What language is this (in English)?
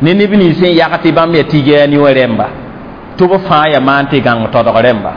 Mossi